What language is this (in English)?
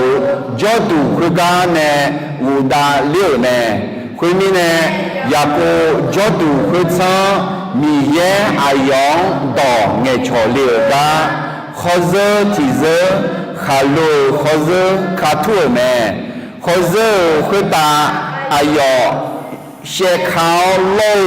Akha